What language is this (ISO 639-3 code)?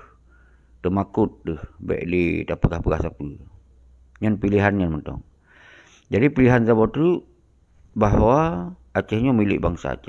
ace